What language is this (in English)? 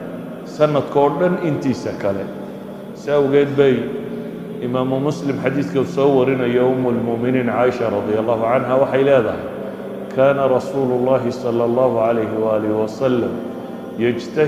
Somali